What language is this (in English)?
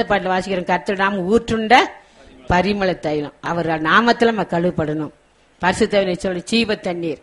Tamil